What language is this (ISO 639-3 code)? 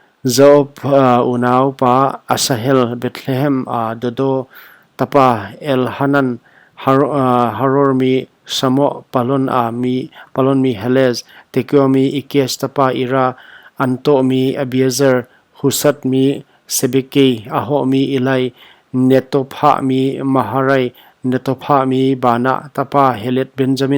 pck